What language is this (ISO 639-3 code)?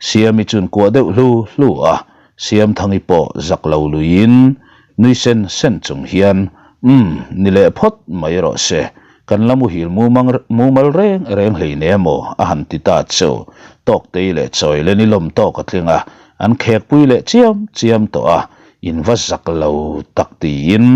lus